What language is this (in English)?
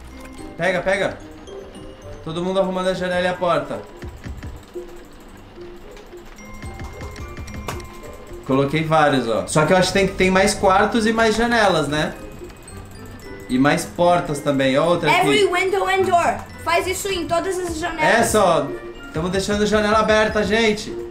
Portuguese